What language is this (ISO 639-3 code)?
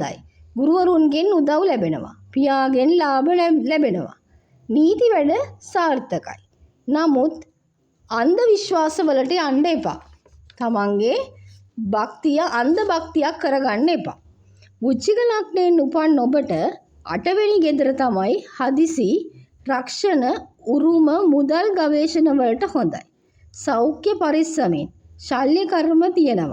sin